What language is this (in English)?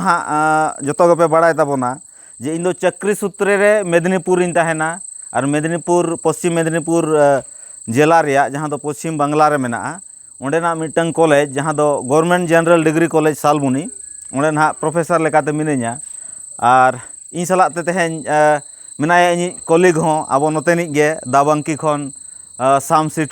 Santali